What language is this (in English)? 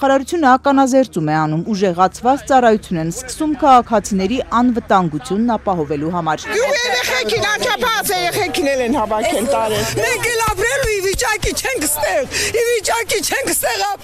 Armenian